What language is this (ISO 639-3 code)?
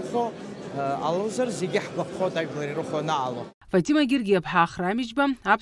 abk